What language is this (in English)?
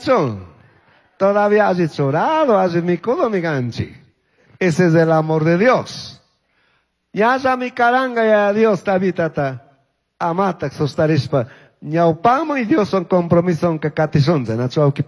Chimborazo Highland Quichua